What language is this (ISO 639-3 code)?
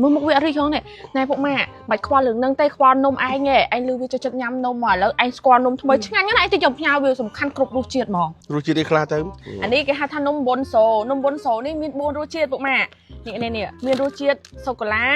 khm